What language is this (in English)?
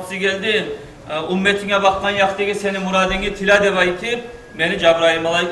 Kumyk